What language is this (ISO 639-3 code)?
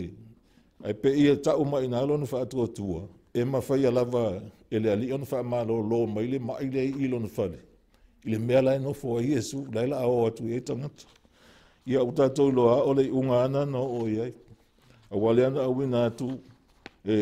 smo